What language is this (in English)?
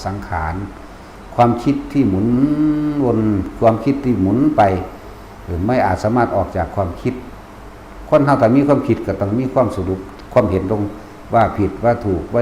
Northeastern Thai